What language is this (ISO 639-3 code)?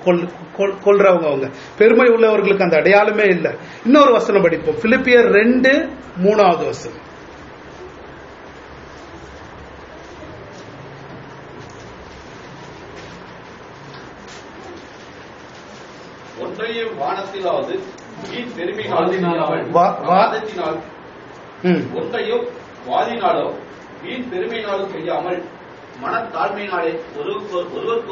tam